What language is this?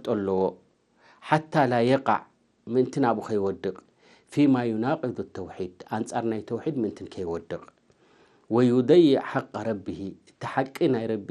Tigrinya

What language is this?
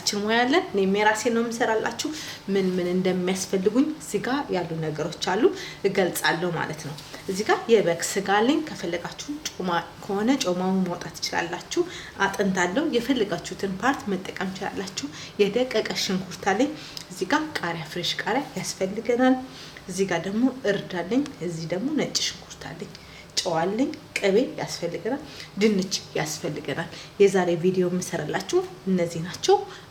Amharic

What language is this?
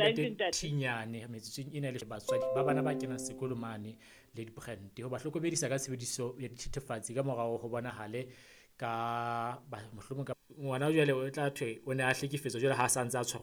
Southern Sotho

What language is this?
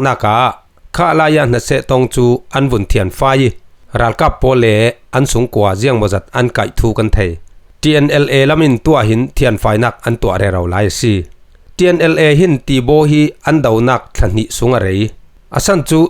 Falam Chin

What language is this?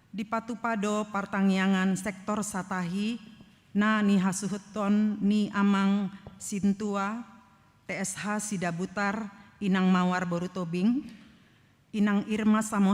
Batak Toba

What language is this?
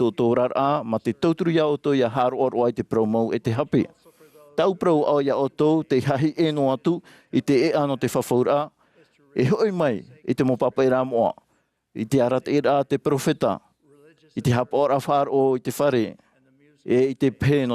Tahitian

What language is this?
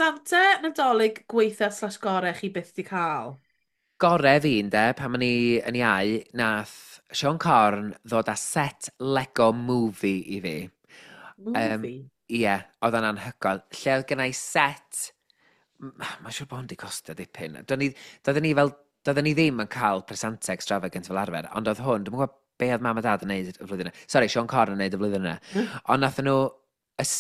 Welsh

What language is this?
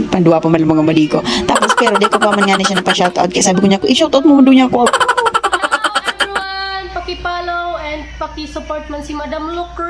Bikol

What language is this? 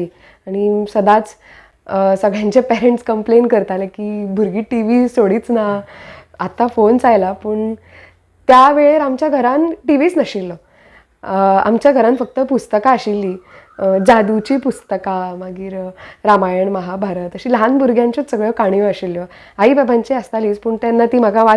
Konkani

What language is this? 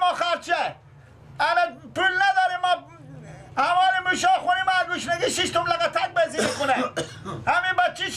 Persian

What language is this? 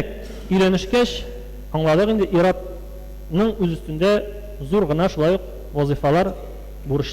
Tatar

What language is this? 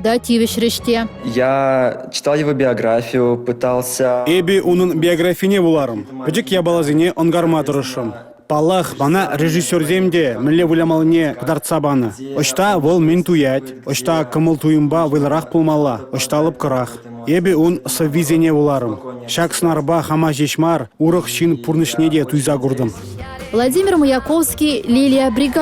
Chuvash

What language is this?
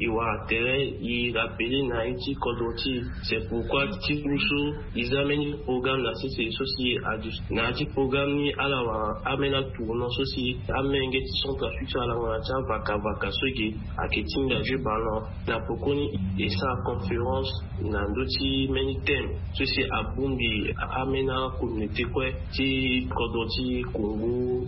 Sango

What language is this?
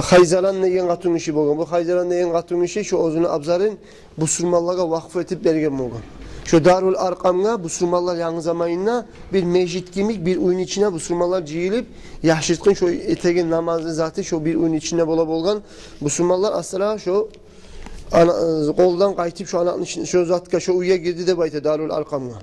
Kumyk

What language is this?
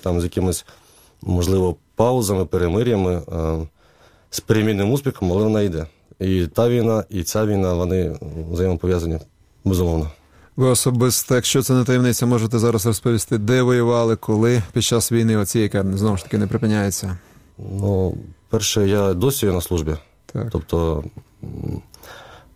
Ukrainian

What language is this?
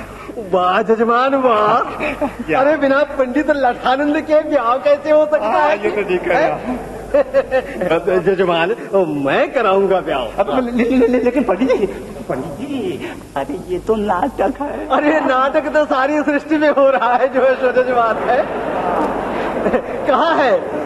Hindi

